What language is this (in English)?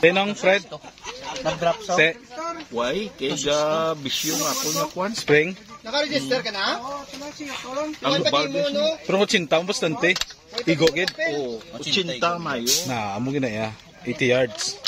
Hiligaynon